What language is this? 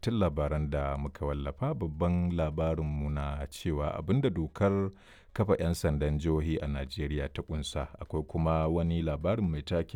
Hausa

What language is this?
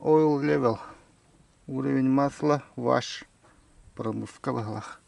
Yakut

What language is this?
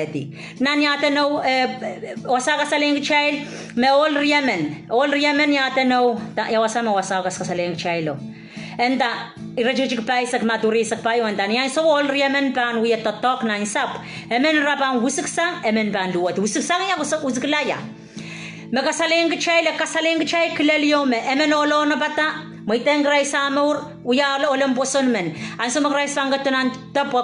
Pohnpeian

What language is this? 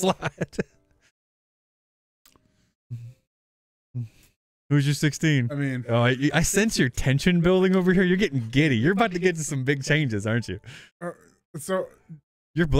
English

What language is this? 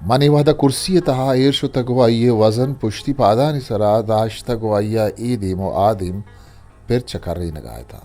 Eastern Balochi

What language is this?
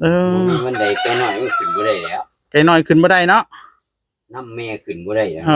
Northeastern Thai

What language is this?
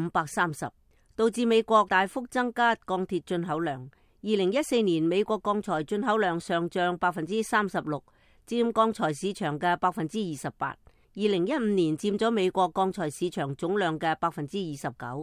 Cantonese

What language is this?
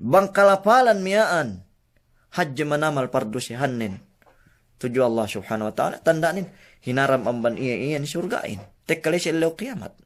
Yakan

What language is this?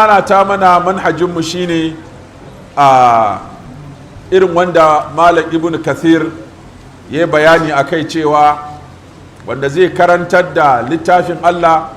Hausa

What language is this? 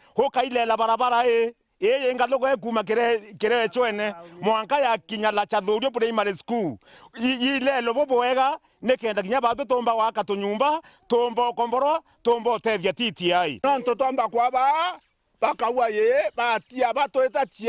Meru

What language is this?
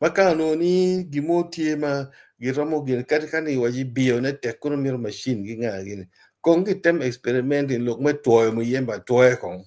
Acoli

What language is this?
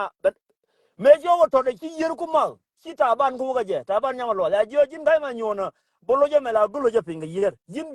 Nuer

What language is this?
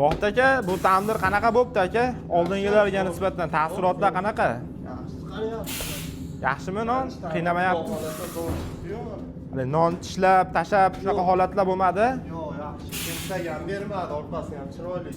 Uzbek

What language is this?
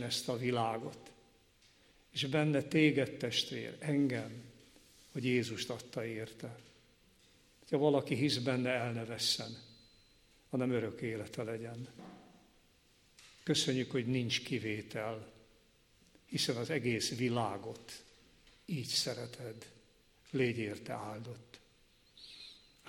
Hungarian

